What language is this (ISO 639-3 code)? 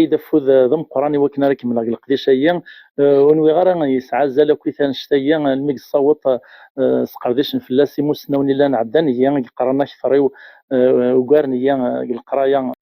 kab